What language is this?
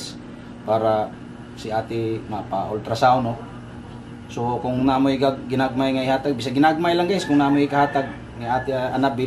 Cebuano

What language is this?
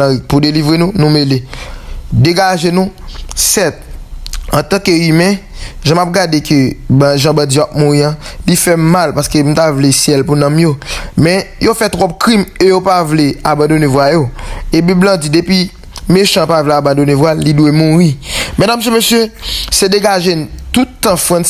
Haitian Creole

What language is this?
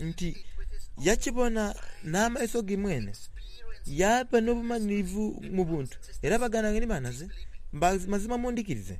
Soga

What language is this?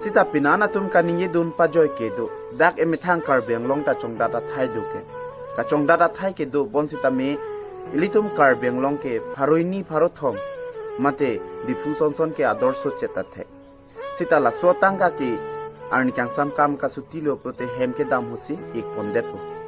Karbi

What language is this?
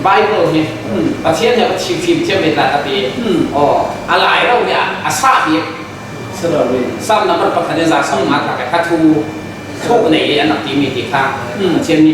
Falam Chin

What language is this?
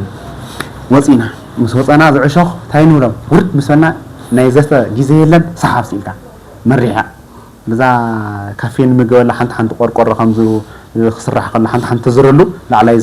Tigrinya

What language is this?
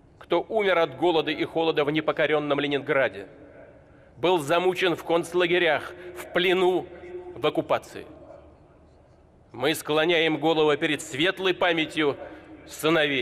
Russian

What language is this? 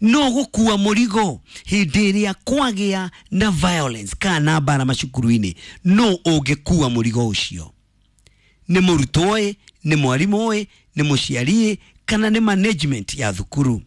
Kikuyu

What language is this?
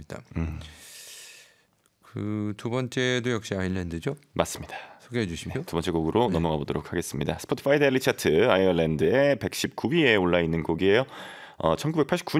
Korean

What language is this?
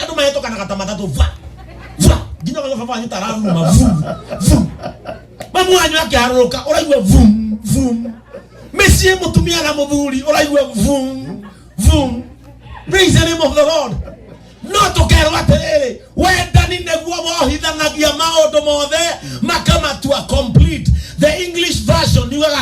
Kikuyu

